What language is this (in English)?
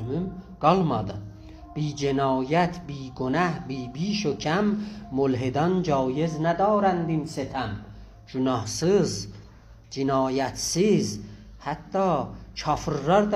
South Azerbaijani